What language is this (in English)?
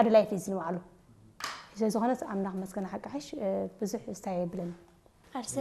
Tigrinya